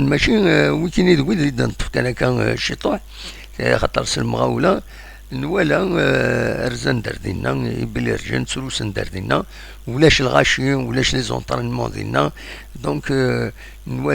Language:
Kabyle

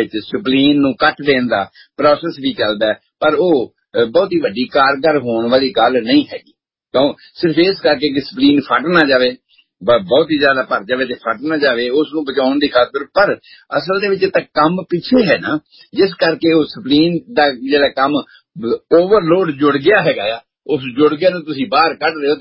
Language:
Punjabi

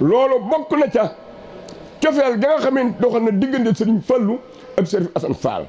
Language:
Wolof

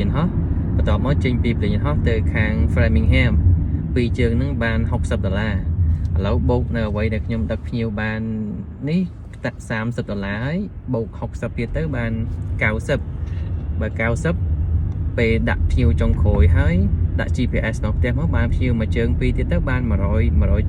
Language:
Khmer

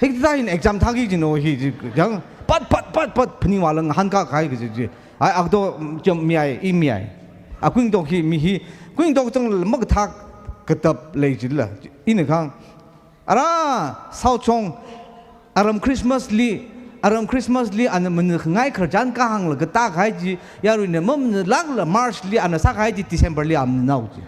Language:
Tangkhul Naga (India)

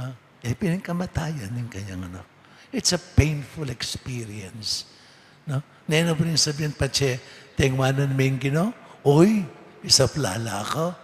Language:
Pampanga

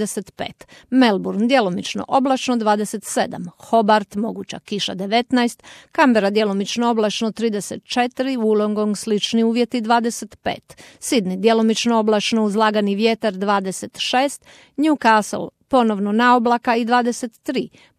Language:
Croatian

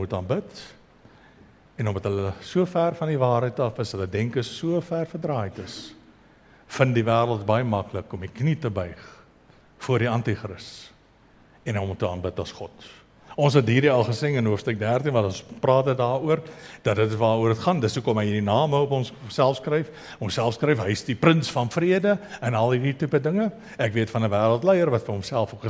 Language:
Afrikaans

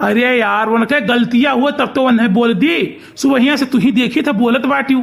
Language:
Awadhi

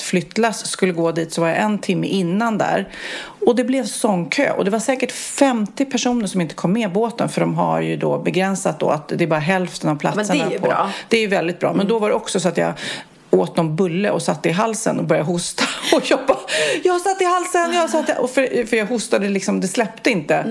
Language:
Swedish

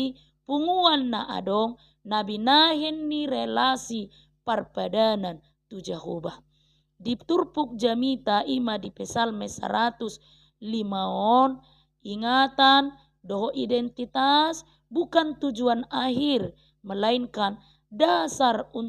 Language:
Batak Toba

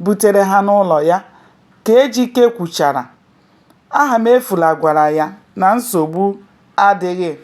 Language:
Igbo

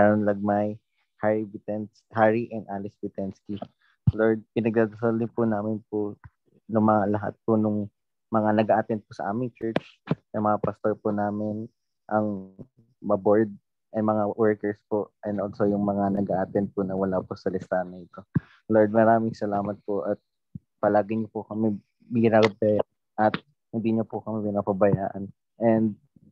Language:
Filipino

